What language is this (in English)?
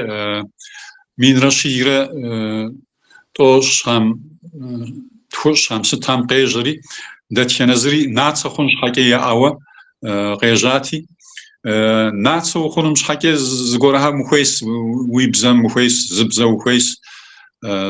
Kabardian